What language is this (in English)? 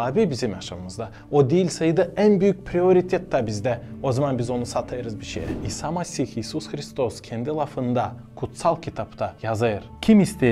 Gagauz